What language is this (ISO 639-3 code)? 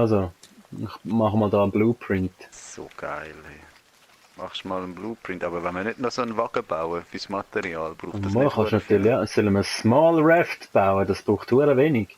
gsw